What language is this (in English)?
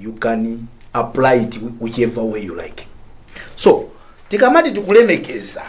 Nyanja